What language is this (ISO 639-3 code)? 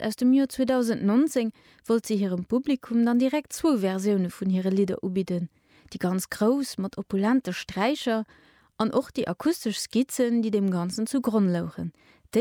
ltz